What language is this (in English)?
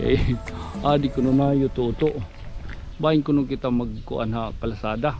Waray